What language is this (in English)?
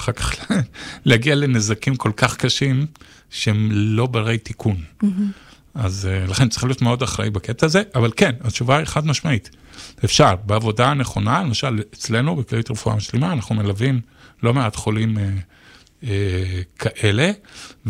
Hebrew